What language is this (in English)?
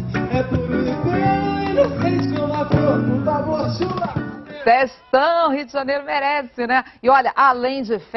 Portuguese